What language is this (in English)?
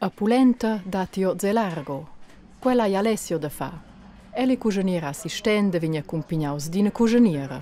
Romansh